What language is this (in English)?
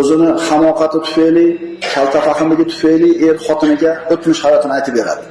Uzbek